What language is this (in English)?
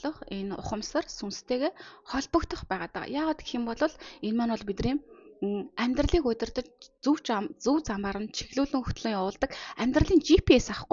Mongolian